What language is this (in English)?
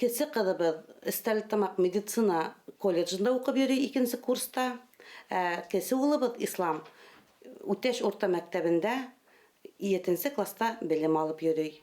Bashkir